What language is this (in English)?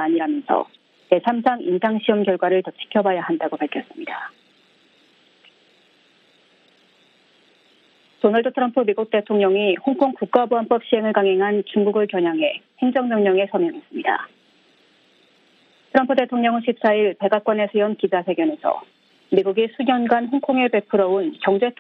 Korean